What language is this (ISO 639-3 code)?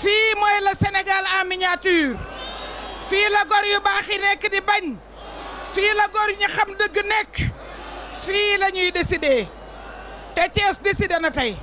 wol